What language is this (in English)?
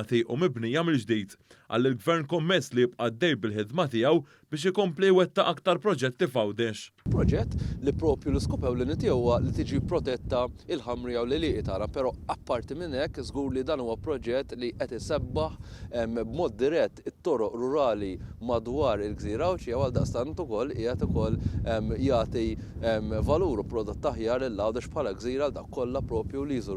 Maltese